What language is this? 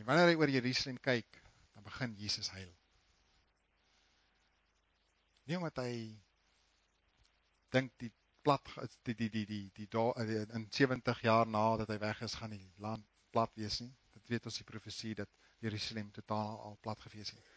Afrikaans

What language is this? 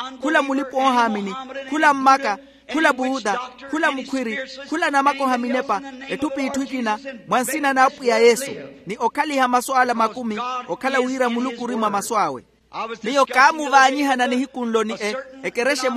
Makhuwa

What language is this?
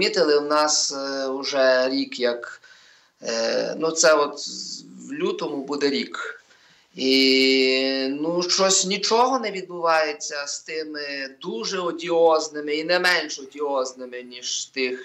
Ukrainian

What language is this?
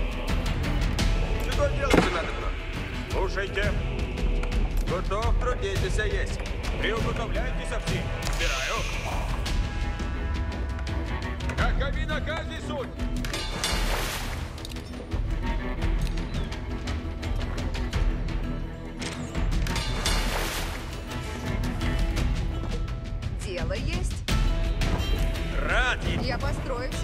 Russian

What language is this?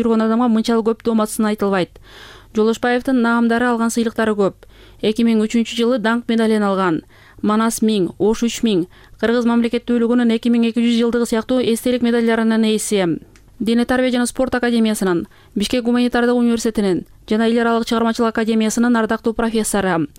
Kyrgyz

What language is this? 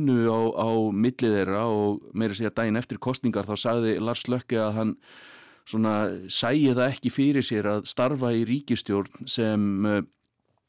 Icelandic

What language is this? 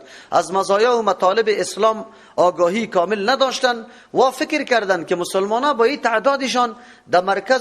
Persian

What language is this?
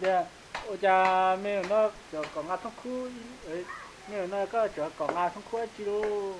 Hmong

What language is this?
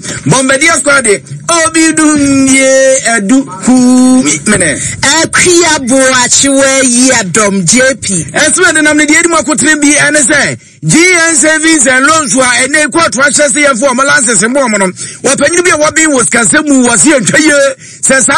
Akan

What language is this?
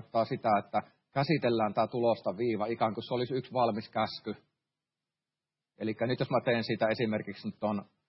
Finnish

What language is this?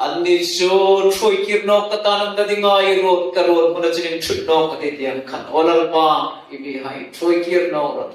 Hmar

